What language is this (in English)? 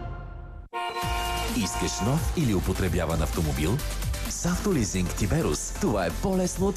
Bulgarian